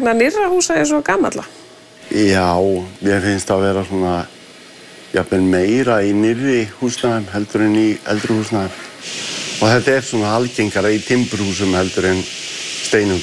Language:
Icelandic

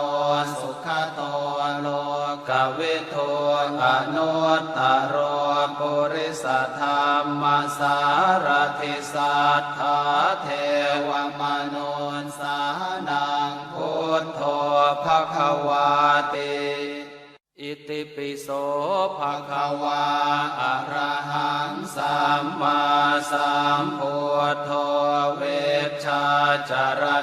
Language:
Pali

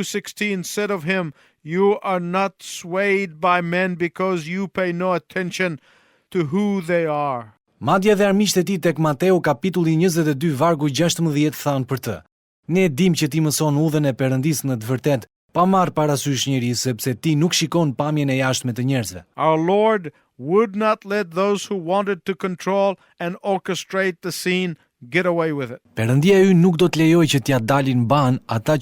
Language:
Albanian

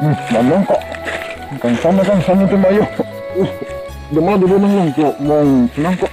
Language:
Karbi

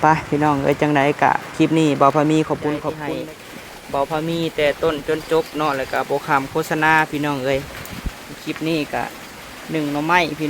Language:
Lao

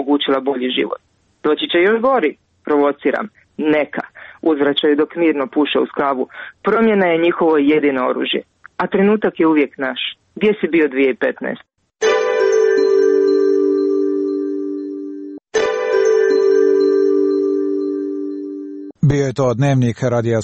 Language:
Croatian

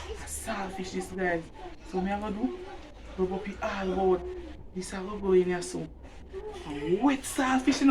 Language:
Jamaican Creole English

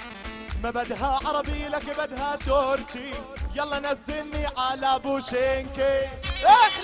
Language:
South Levantine Arabic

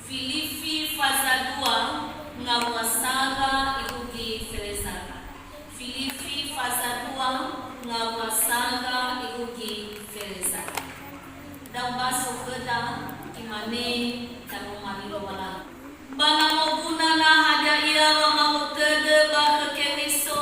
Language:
Nias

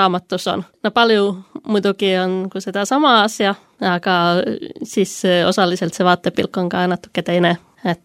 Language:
Estonian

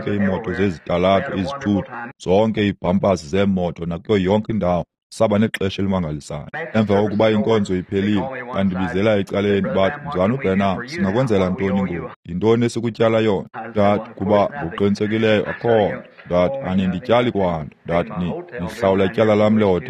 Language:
Xhosa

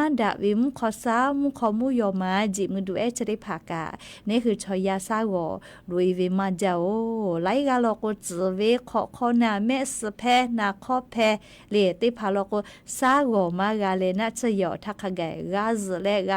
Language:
Lahu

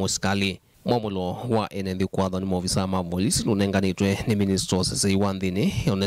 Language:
Kamba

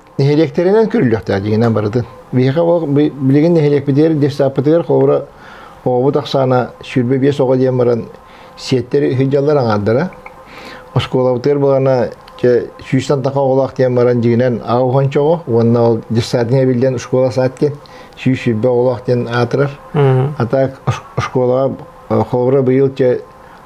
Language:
Yakut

